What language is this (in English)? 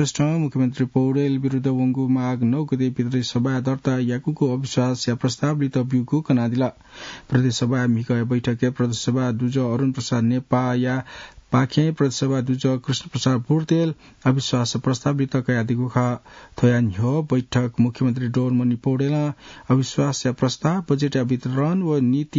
Newari